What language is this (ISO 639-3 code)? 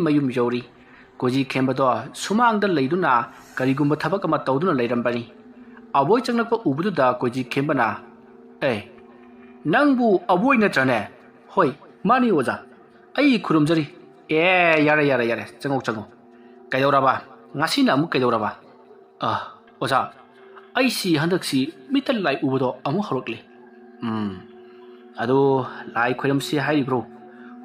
mni